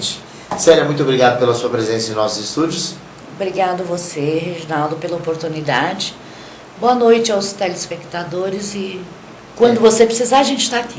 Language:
Portuguese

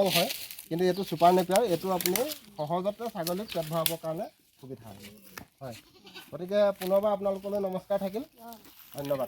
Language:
Assamese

